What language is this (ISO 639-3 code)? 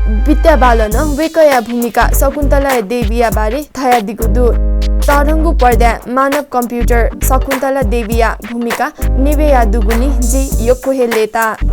new